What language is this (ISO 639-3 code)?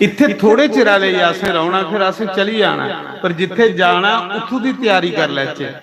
doi